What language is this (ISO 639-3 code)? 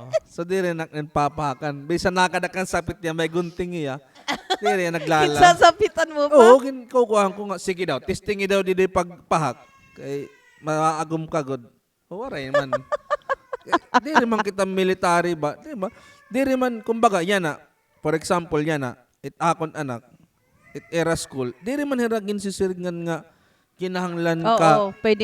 war